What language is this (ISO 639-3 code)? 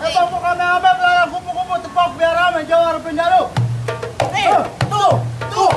bew